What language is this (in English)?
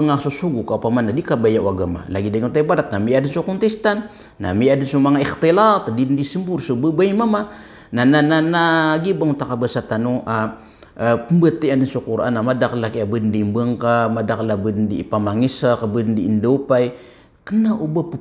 Maranao